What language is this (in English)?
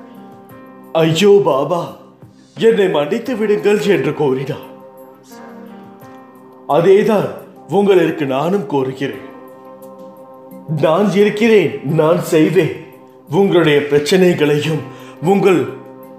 Tamil